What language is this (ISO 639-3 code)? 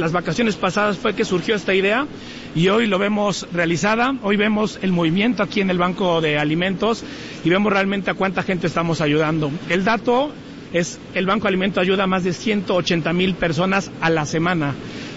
spa